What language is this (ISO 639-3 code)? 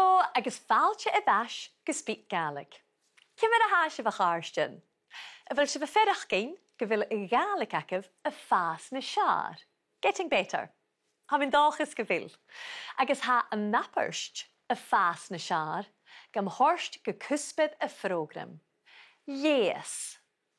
gla